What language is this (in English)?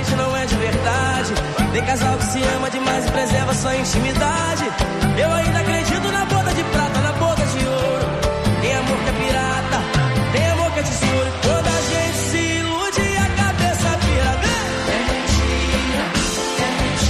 Portuguese